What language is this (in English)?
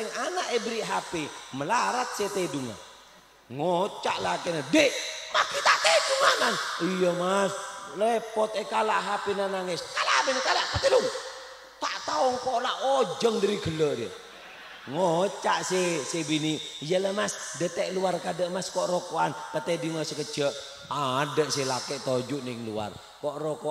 Madurese